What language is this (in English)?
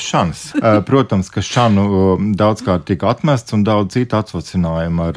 Latvian